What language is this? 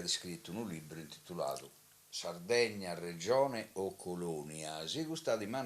Sardinian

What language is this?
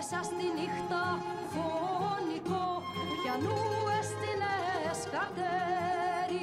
Greek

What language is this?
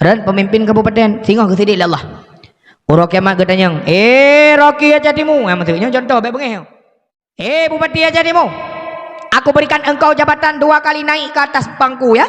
Achinese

